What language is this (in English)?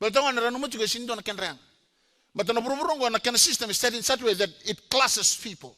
Fijian